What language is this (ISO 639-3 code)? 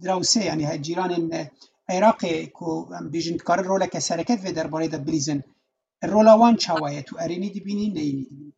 kur